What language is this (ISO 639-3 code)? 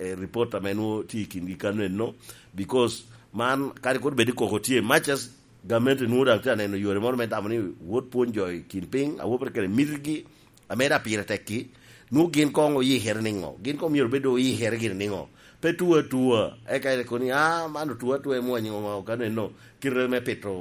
laj